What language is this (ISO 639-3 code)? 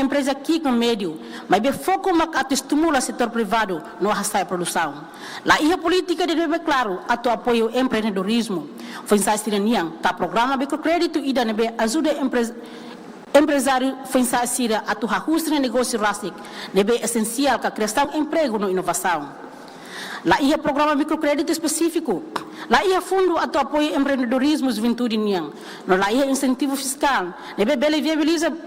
tet